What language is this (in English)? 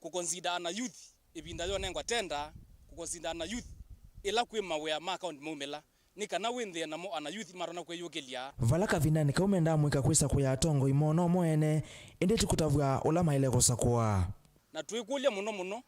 Kamba